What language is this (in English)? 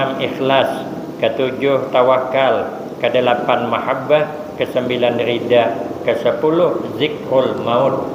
Banjar